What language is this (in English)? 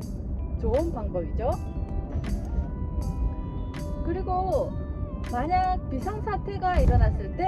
Korean